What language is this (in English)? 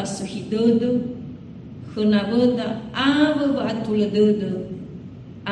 Nias